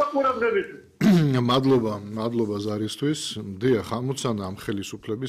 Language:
Georgian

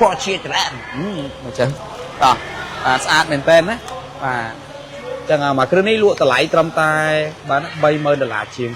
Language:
Khmer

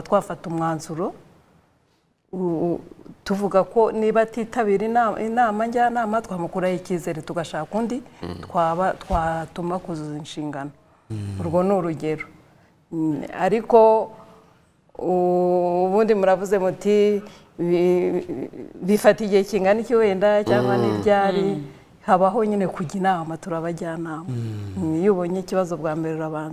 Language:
Kinyarwanda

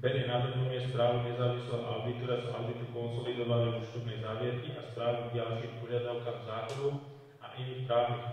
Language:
Slovak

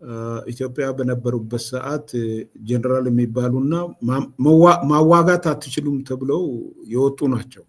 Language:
Amharic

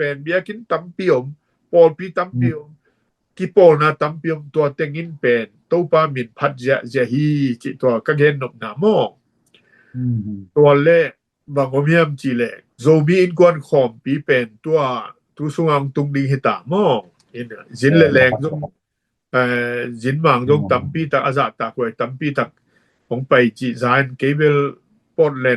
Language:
Tedim Chin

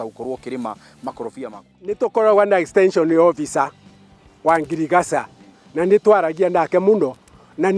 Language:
Kikuyu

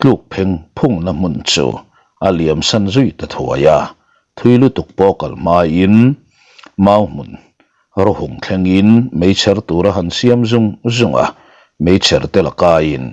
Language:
Mizo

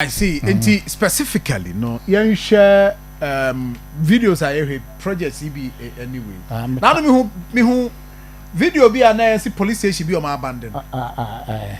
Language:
Akan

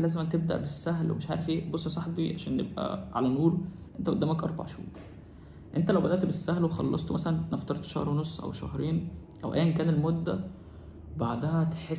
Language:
Egyptian Arabic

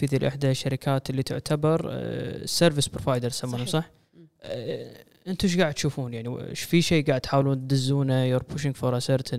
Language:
Gulf Arabic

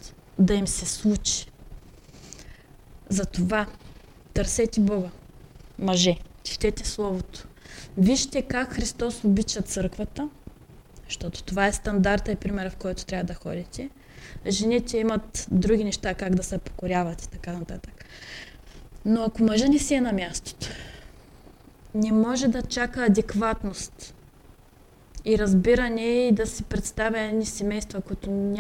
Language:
Bulgarian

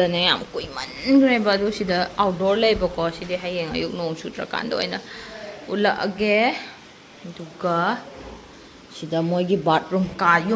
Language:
Manipuri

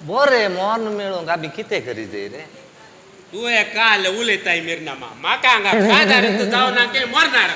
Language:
Konkani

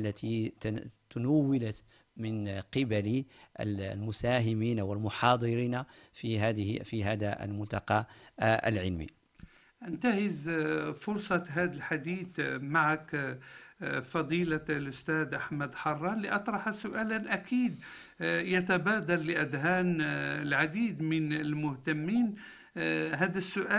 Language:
Arabic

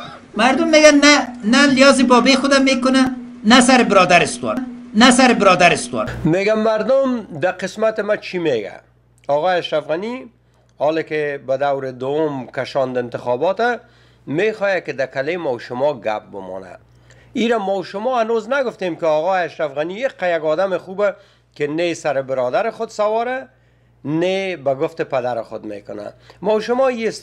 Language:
Persian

